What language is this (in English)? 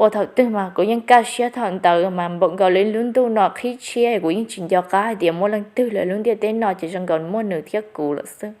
Hmong